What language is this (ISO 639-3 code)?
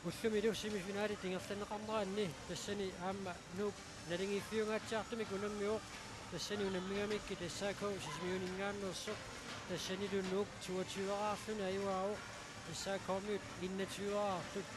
kal